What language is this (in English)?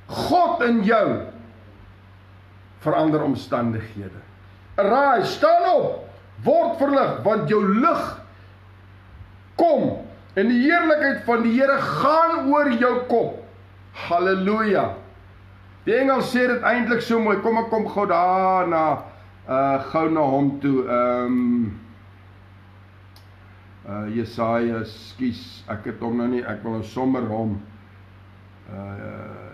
Afrikaans